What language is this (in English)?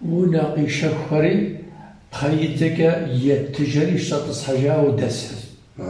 Kabardian